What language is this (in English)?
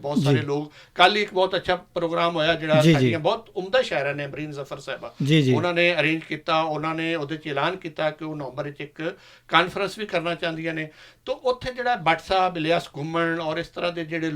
Western Panjabi